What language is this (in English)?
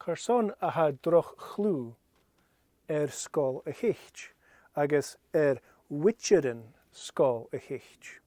Scottish Gaelic